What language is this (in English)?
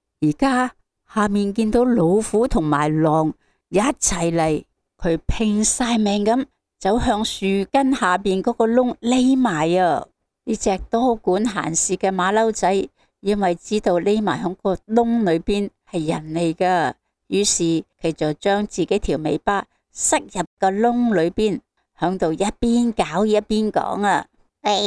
Cantonese